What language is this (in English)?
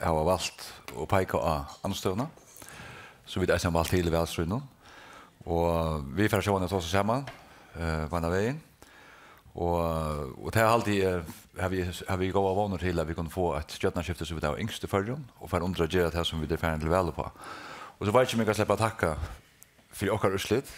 Faroese